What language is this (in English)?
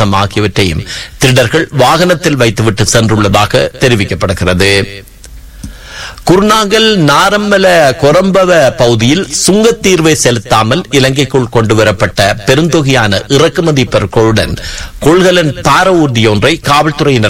Tamil